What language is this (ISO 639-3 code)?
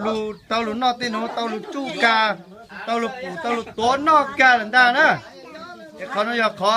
hmn